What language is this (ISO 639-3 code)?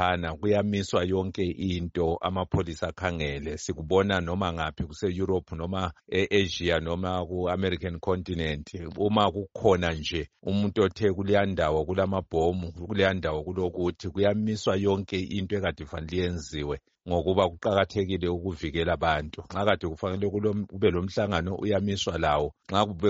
nde